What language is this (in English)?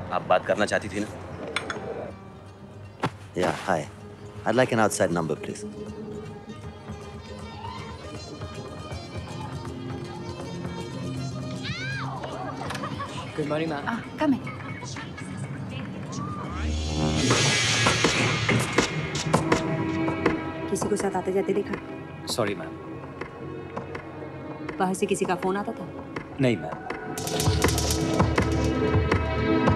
Hindi